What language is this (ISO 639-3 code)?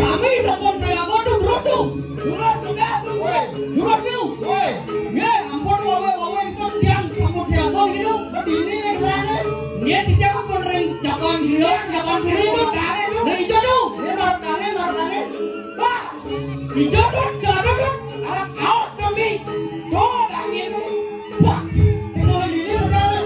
ban